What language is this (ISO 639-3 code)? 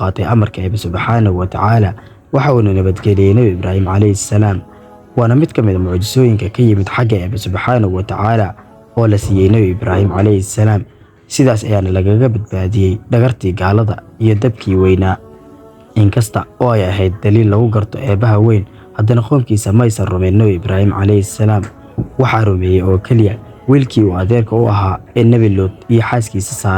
som